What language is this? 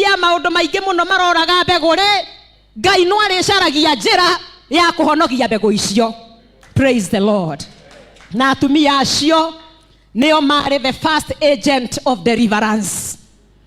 Kikuyu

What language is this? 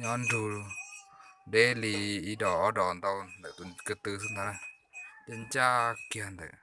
Hmong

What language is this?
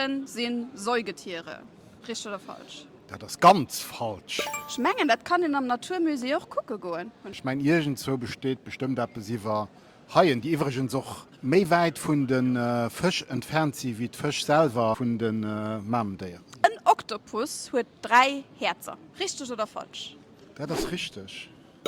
Luxembourgish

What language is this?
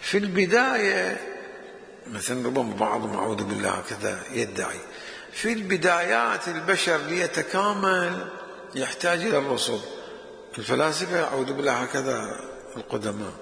Mesopotamian Arabic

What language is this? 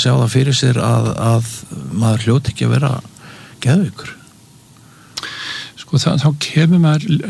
Icelandic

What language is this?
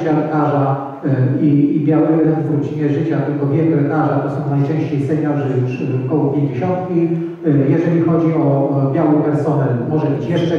Polish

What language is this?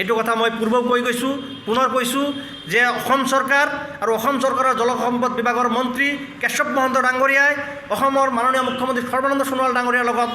Assamese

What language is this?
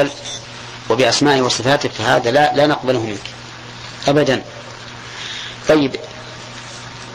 Arabic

